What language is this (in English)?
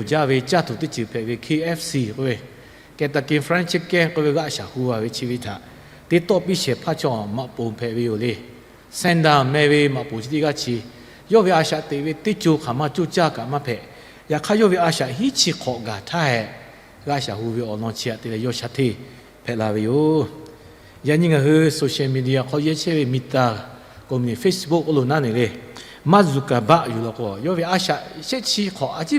Lahu